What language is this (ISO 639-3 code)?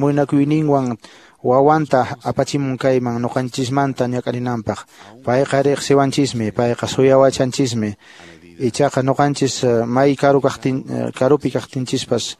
que